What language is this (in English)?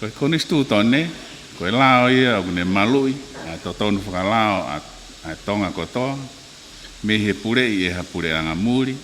Tongan